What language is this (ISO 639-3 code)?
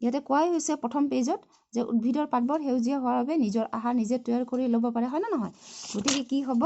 asm